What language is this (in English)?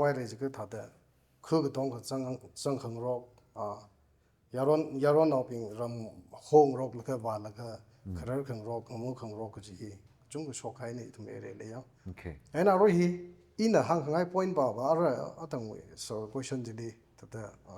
Tangkhul Naga (India)